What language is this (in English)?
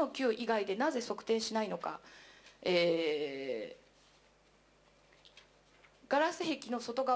Japanese